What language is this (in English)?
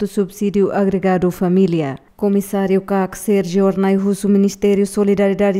Tetum